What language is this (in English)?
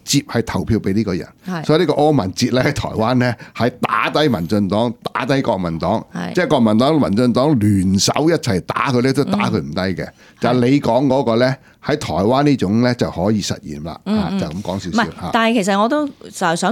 Cantonese